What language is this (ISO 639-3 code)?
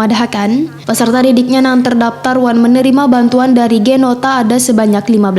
bjn